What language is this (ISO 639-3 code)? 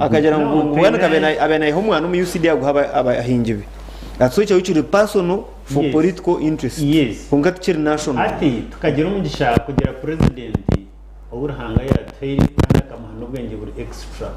nyn